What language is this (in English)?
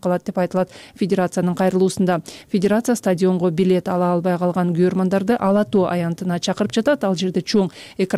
Kyrgyz